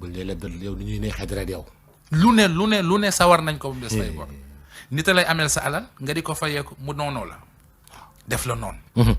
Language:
Wolof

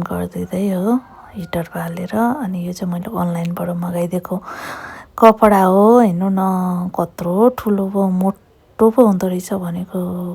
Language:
Nepali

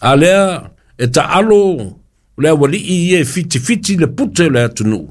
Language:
Samoan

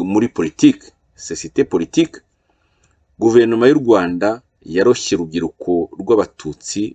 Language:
Kinyarwanda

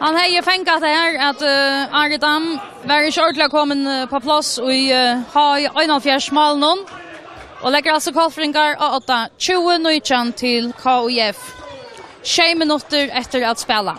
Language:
Faroese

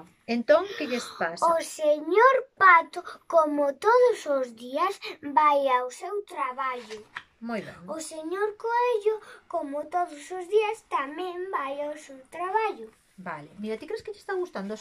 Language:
Galician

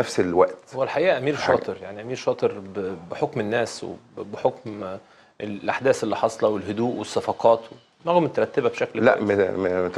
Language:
Egyptian Arabic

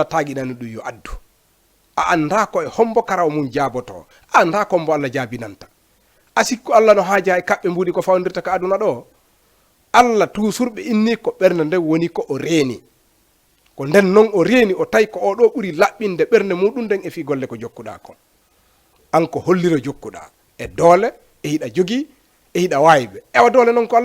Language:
Fula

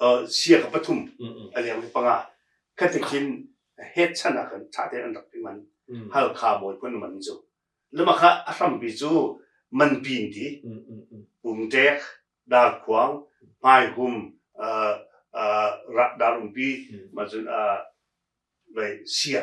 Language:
Hakha Chin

